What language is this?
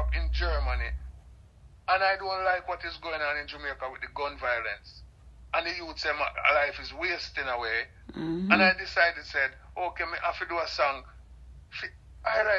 Jamaican Creole English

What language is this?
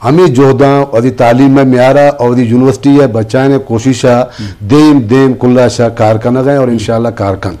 Eastern Balochi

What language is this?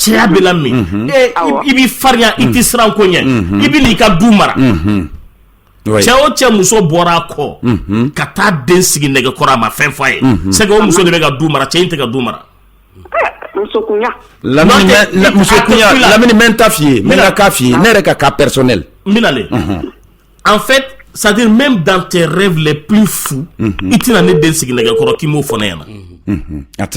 Bambara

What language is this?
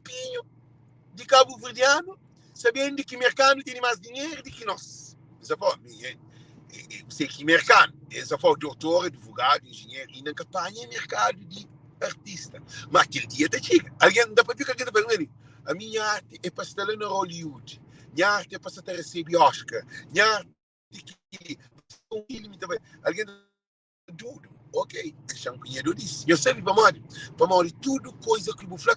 Kabuverdianu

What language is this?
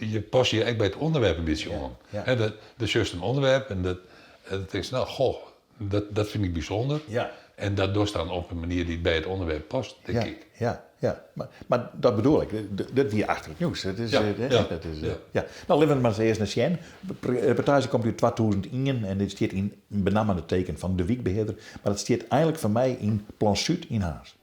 Western Frisian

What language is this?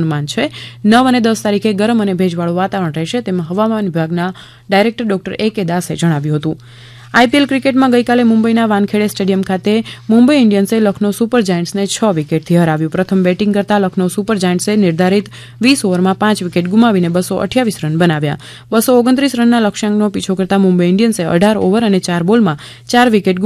Gujarati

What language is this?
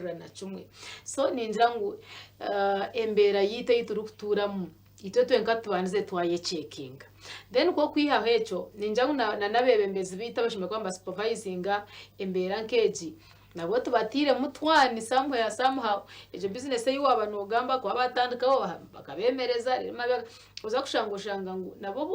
Nyankole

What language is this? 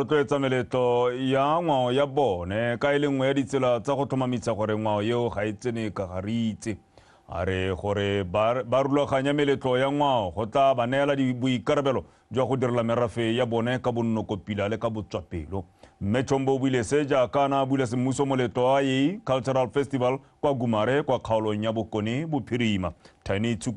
Tswana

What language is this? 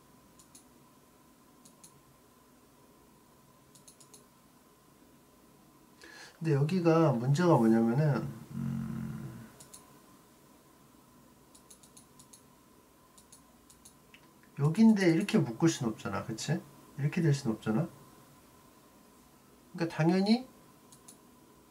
Korean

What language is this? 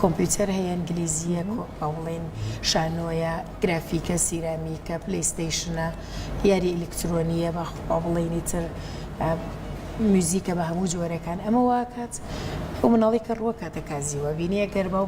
Central Kurdish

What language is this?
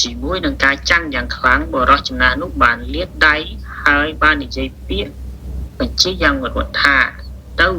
Khmer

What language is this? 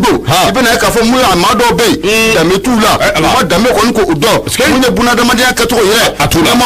Bambara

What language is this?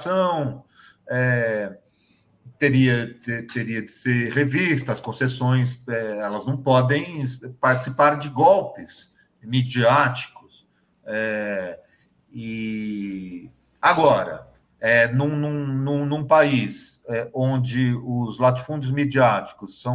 Portuguese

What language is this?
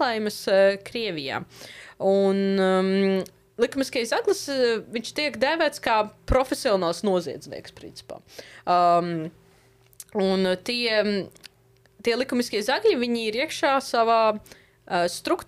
Latvian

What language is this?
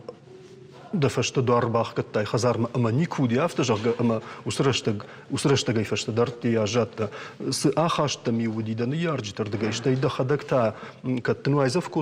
Ossetic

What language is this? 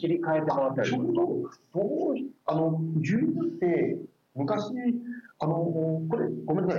Japanese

